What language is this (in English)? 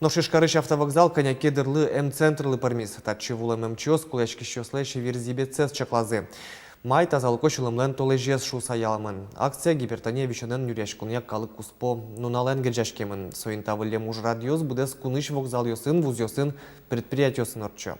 Udmurt